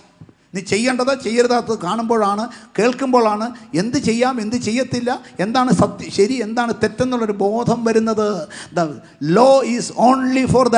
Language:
Malayalam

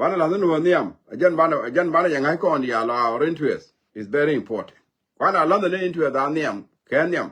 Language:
Nuer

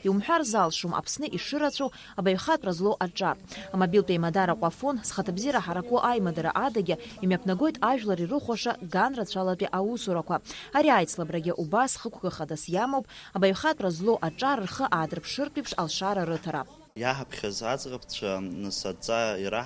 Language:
Abkhazian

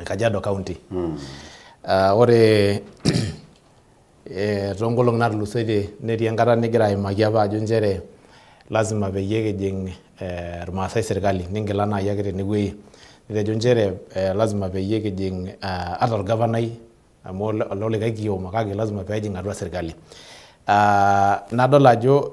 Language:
Masai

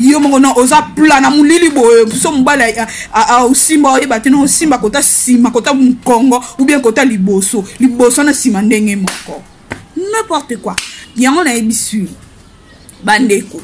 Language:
Lingala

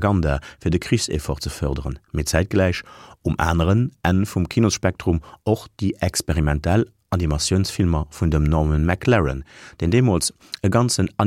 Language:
Luxembourgish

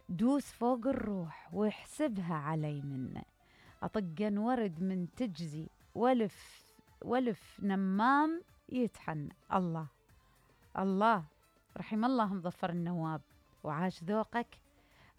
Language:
Mesopotamian Arabic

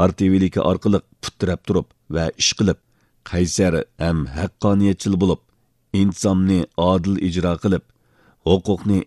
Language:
Uyghur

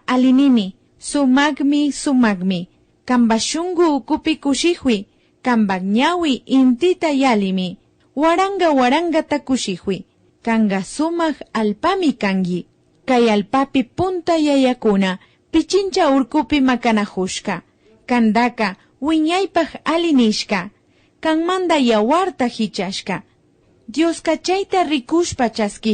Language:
Imbabura Highland Quichua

